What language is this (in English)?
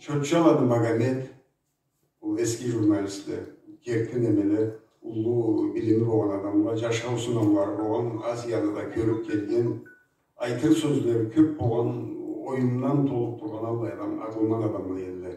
Karachay-Balkar